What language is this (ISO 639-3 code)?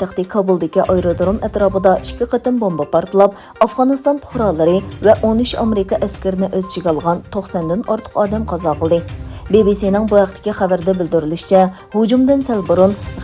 uig